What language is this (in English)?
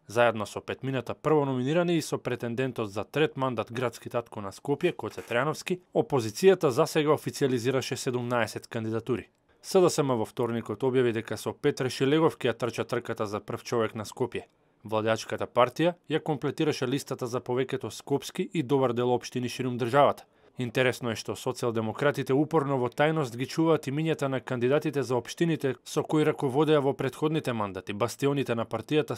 Macedonian